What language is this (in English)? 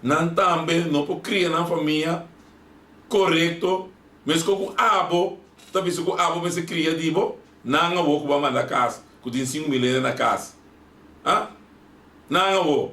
Papiamento